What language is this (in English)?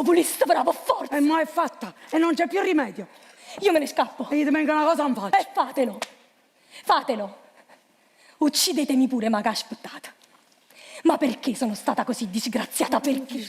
Neapolitan